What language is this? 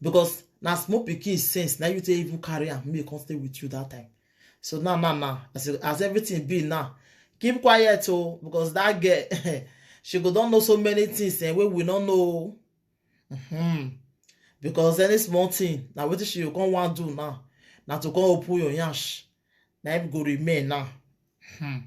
Nigerian Pidgin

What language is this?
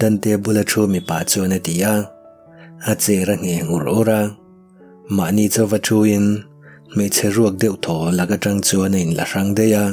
Mizo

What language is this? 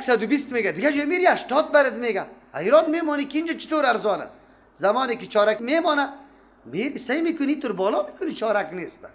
Persian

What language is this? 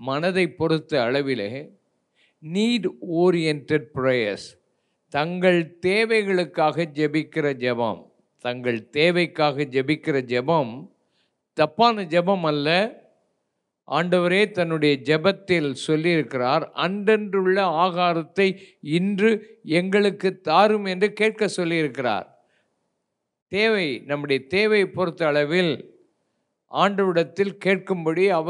Tamil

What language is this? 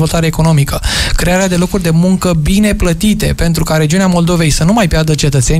Romanian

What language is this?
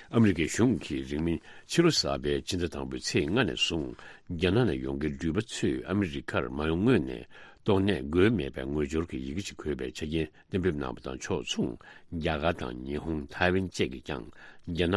Tibetan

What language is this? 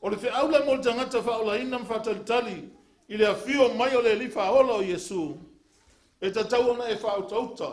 Samoan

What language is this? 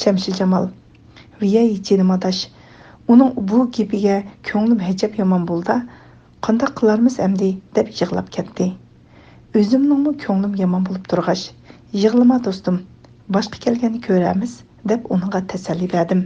Uyghur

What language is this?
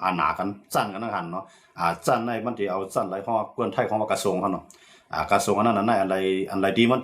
Shan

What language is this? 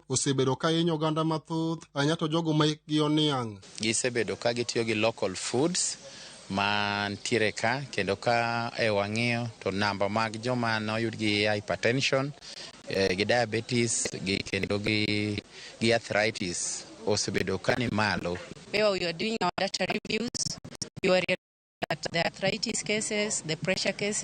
Luo (Kenya and Tanzania)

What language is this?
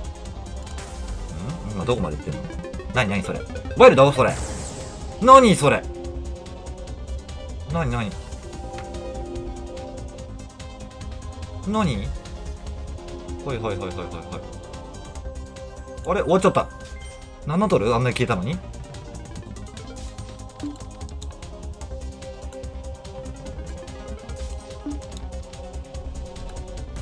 Japanese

